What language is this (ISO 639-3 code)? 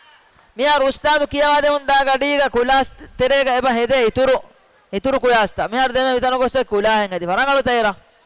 div